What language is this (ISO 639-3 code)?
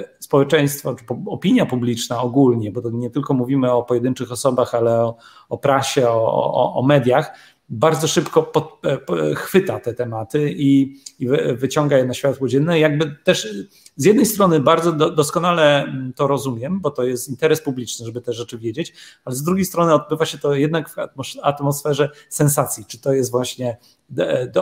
pol